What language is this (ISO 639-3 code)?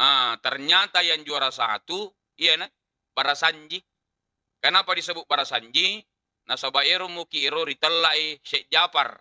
bug